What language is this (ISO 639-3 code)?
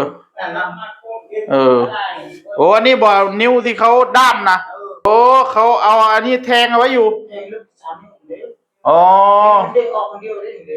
tts